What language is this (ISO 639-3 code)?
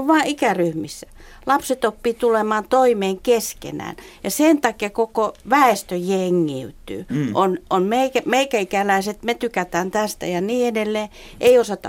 fin